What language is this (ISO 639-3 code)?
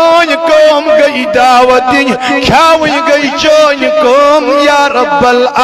kas